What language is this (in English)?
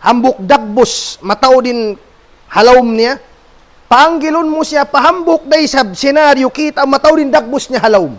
Tausug